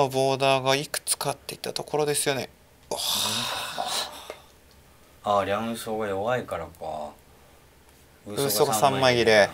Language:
Japanese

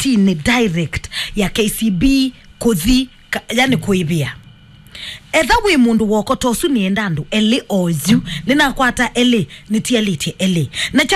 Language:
Kamba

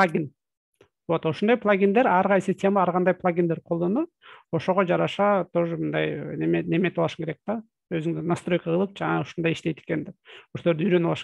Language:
Kyrgyz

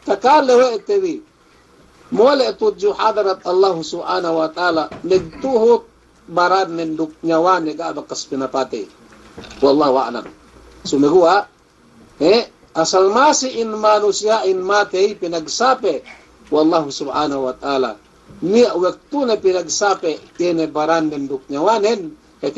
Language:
Yakan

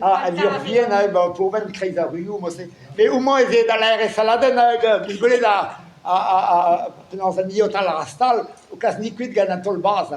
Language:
Breton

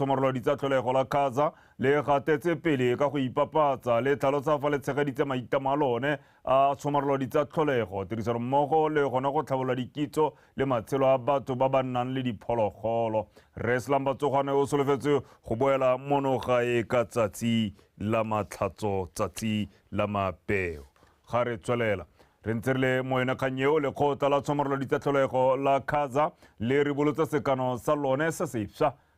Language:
Tswana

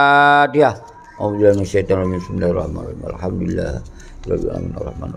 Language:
Achinese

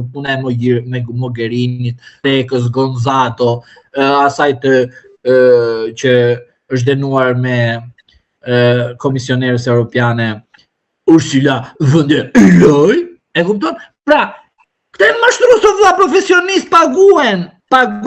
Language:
Albanian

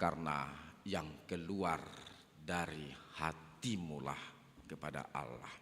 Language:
Batak Toba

